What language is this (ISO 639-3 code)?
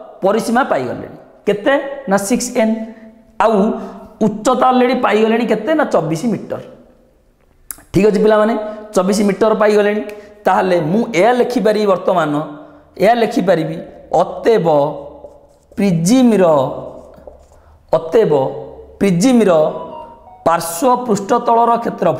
ori